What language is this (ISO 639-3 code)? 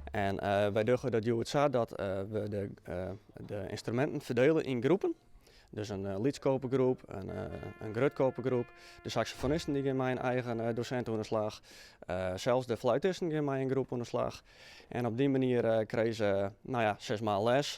fry